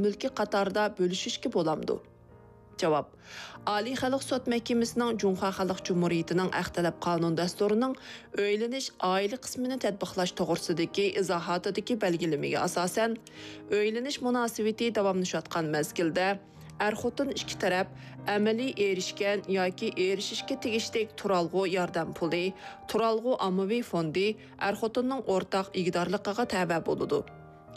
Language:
Uyghur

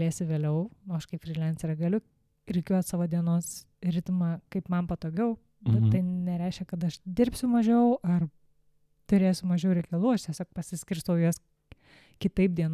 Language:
Lithuanian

